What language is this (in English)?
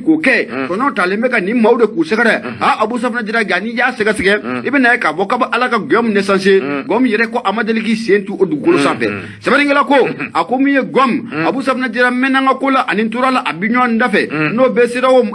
Bambara